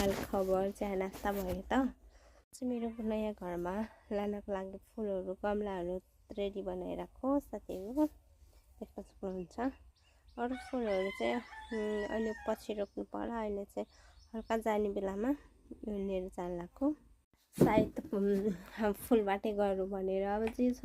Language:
Nepali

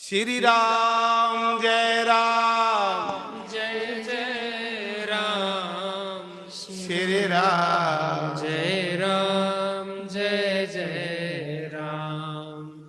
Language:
Dogri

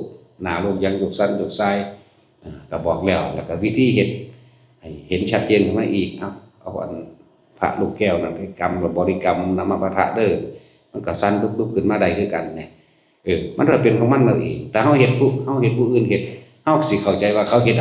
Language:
Northeastern Thai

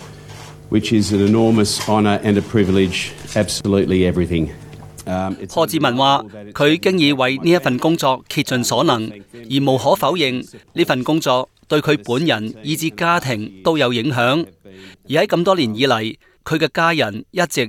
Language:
Cantonese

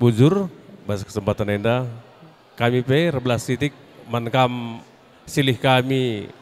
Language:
Batak Karo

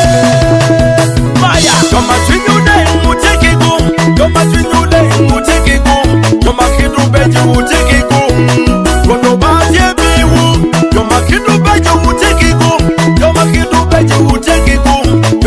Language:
Acoli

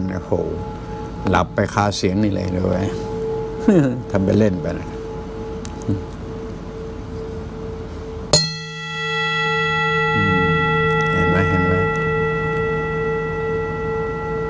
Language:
Thai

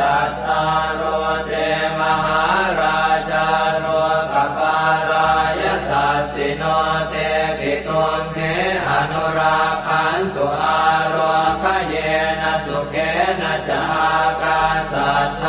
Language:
Pali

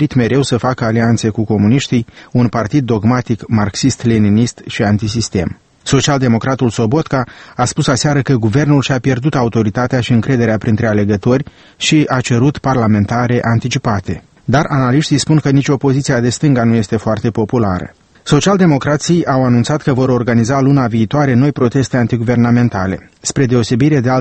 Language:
Romanian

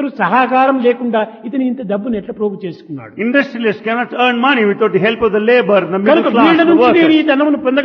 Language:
Telugu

